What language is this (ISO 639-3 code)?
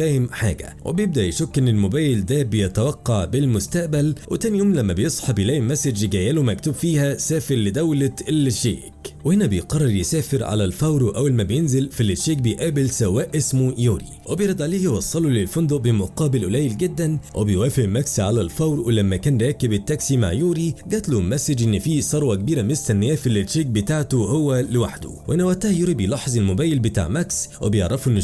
arz